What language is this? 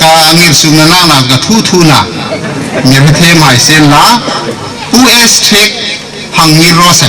Hmar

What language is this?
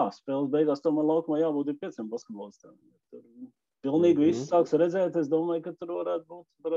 Latvian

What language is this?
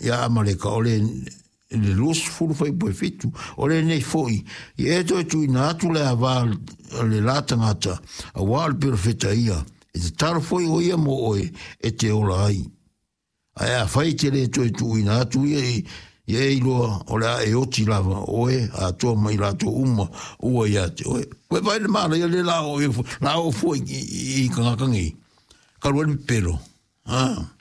Samoan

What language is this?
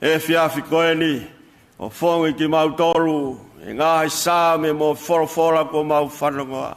Tongan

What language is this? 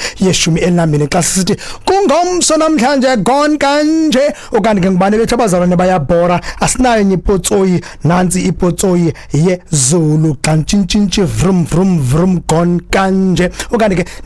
Xhosa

